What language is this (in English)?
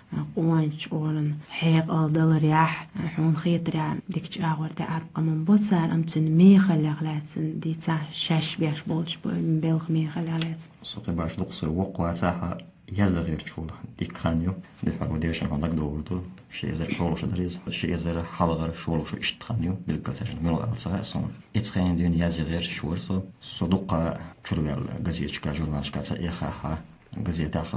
Chechen